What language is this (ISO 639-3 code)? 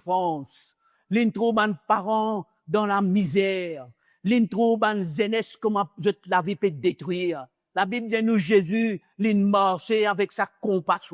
mfe